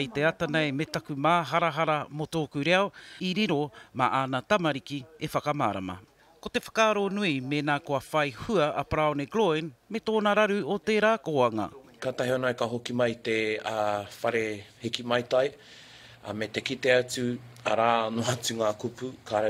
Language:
Māori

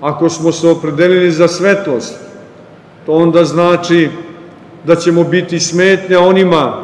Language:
Serbian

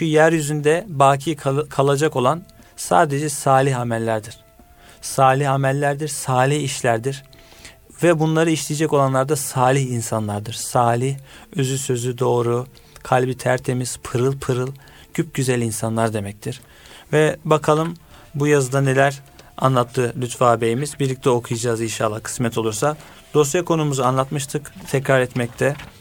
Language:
Turkish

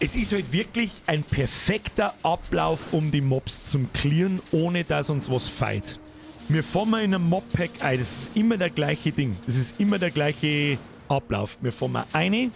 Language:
Bavarian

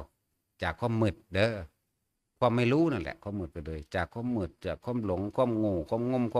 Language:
Northeastern Thai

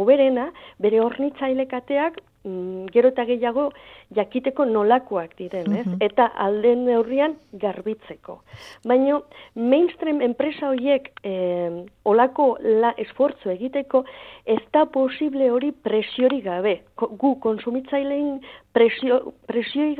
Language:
Basque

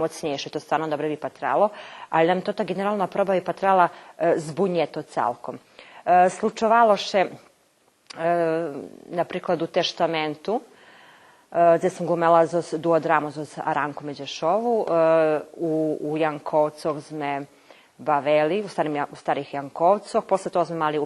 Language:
Rusyn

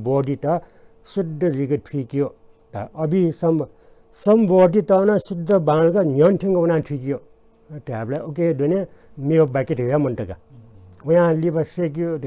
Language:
Newari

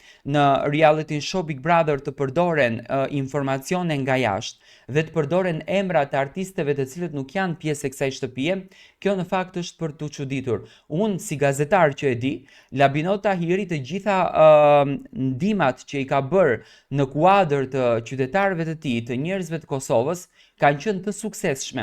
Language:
Albanian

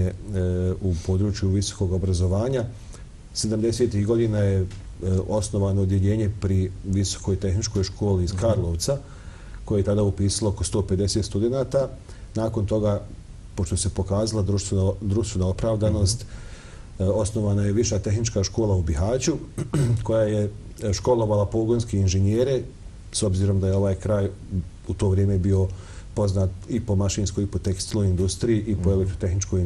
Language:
Bosnian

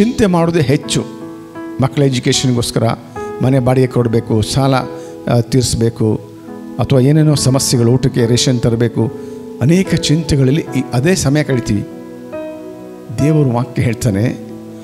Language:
Kannada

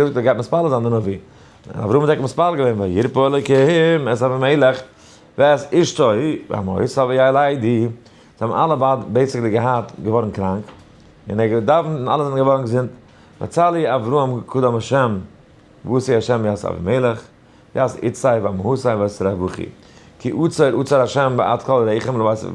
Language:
Yiddish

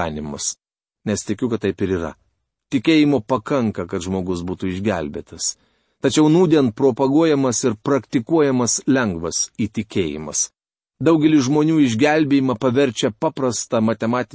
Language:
Lithuanian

